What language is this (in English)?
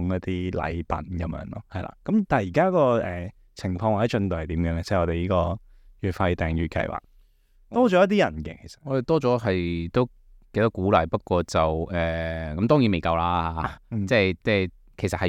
Cantonese